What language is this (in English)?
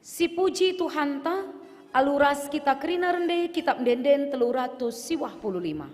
Batak Karo